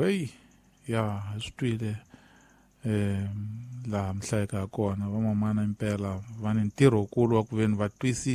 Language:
Tsonga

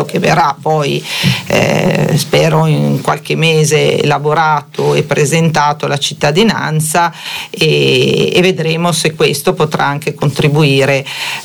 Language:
Italian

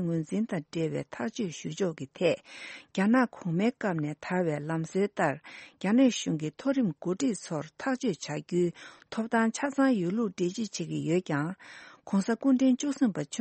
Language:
Tibetan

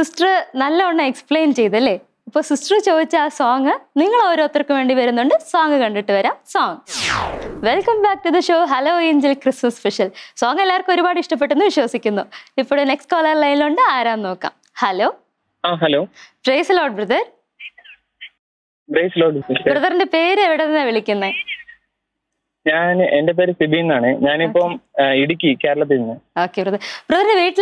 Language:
Malayalam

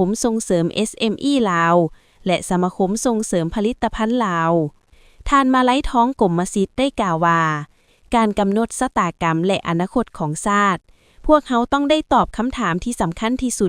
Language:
Lao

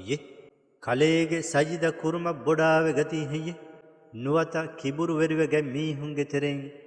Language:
Divehi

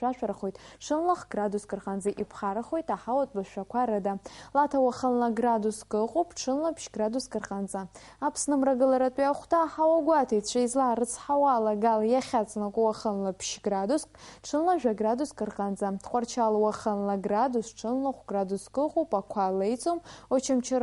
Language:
Abkhazian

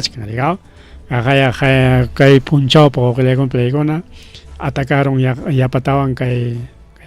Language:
Ayacucho Quechua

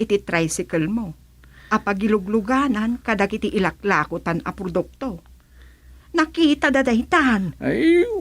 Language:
Iloko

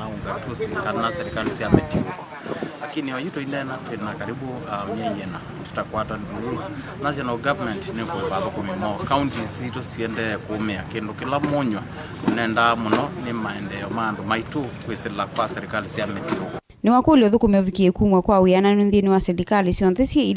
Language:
Kamba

